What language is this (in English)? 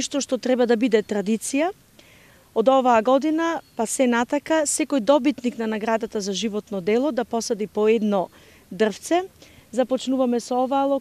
Macedonian